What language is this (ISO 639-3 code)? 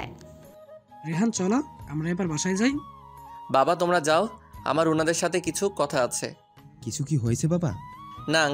ben